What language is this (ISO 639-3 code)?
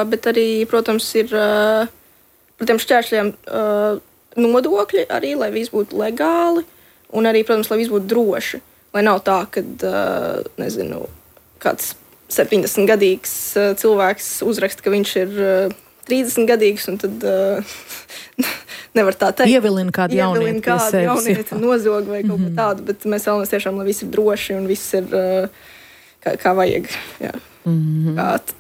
lav